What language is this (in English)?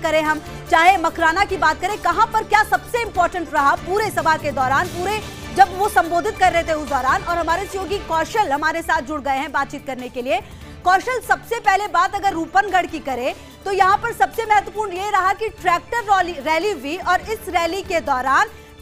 Hindi